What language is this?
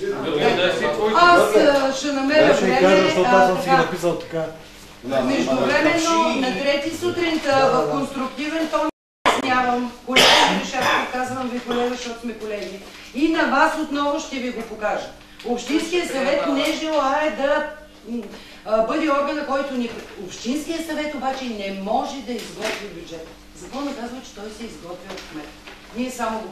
Bulgarian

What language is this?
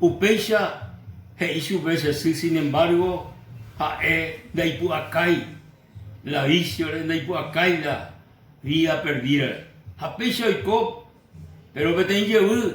Guarani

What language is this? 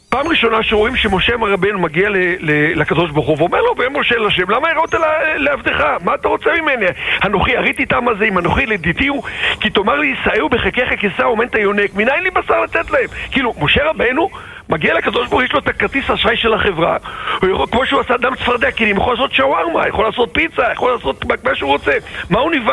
Hebrew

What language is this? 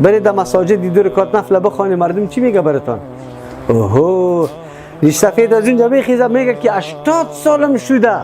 Persian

